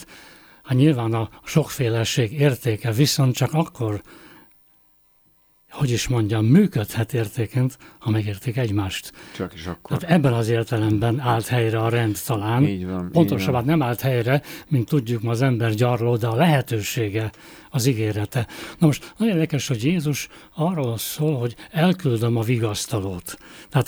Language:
Hungarian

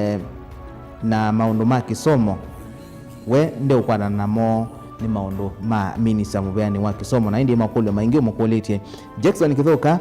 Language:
Kamba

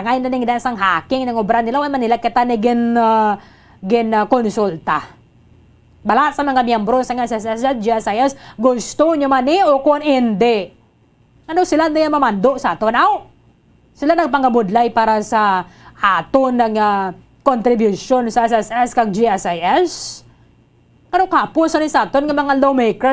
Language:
Hiligaynon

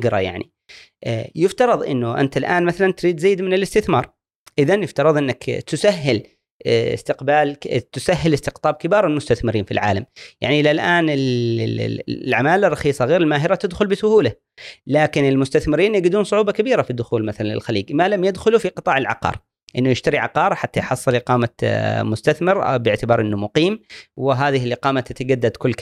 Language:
Gulf Arabic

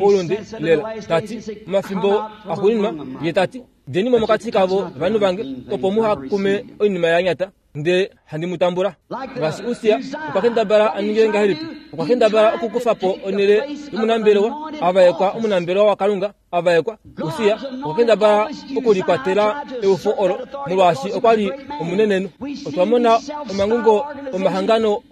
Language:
Kuanyama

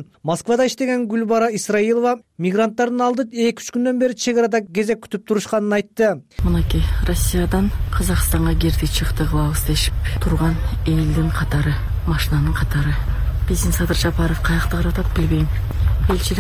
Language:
Kyrgyz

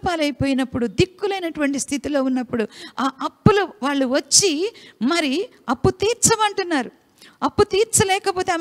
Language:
Telugu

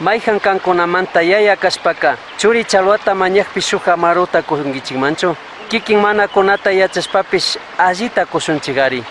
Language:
Chimborazo Highland Quichua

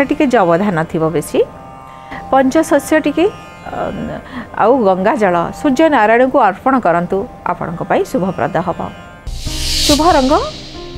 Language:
Odia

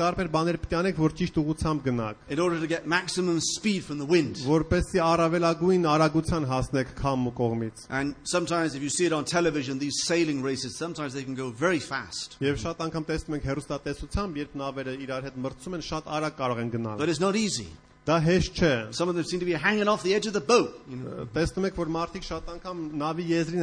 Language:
Armenian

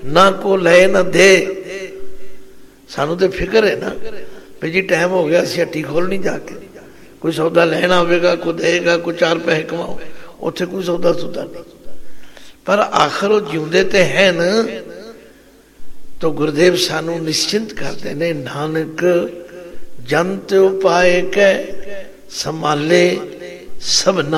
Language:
Punjabi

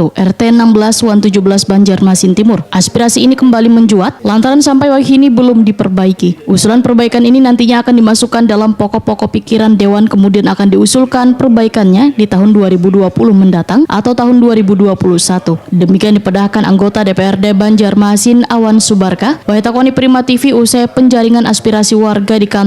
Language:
Banjar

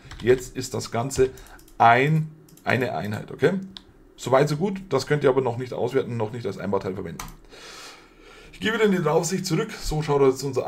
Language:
German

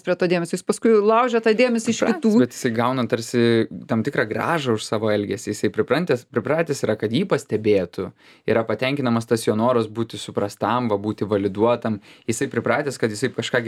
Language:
Lithuanian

